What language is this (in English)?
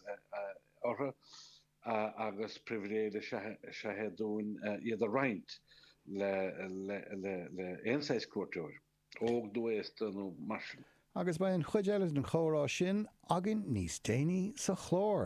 Irish